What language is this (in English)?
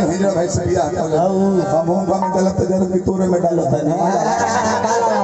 Bhojpuri